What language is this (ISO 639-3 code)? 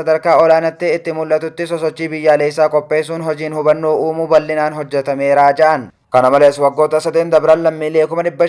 orm